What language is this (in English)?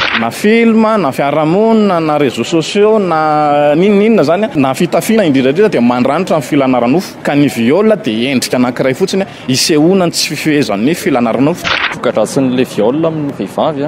Malagasy